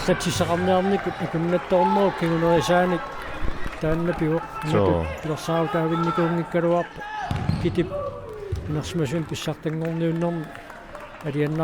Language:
Kalaallisut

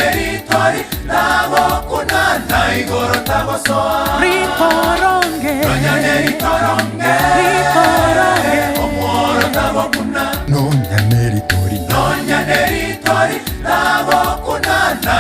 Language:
Gusii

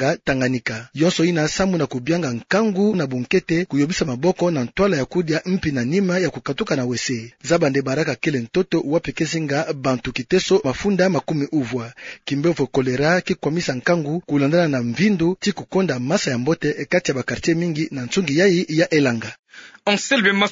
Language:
Kituba (Democratic Republic of Congo)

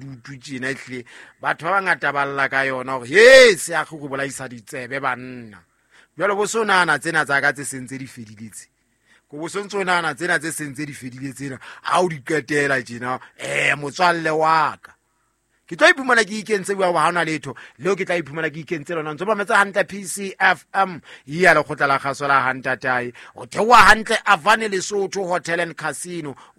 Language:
Southern Sotho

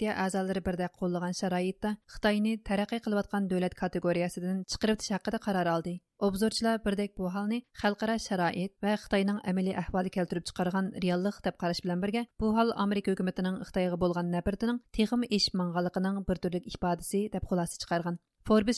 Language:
Uyghur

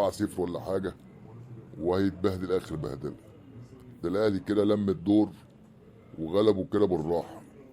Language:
Egyptian Arabic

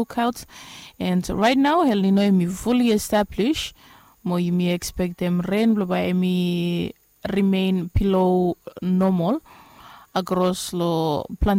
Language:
Bislama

